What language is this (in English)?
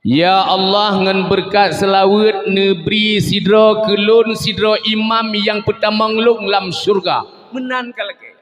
Achinese